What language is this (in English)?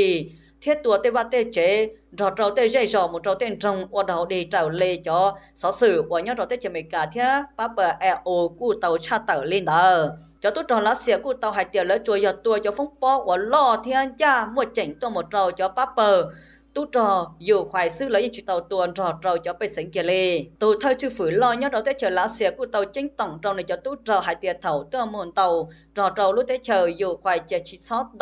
Hmong